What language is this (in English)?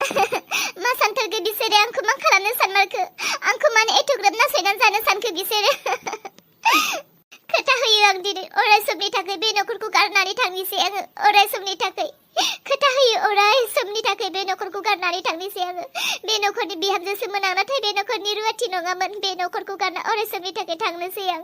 Bodo